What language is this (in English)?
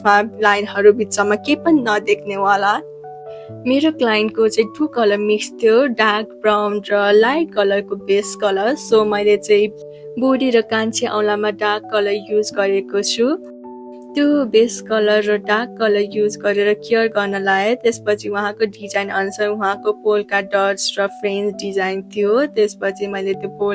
Nepali